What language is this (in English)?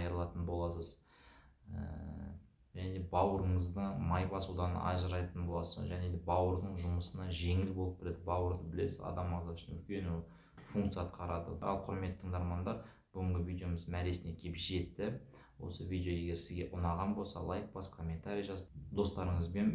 Kazakh